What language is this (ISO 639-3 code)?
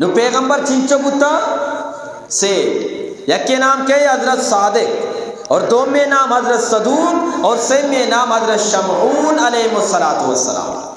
bgp